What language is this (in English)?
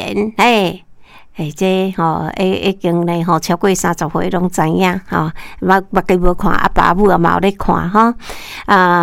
Min Nan Chinese